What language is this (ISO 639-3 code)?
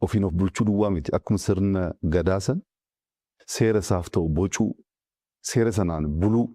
orm